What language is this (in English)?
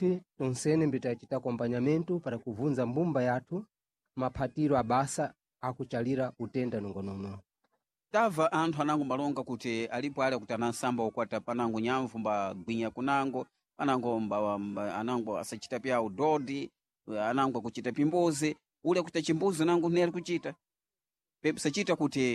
Sena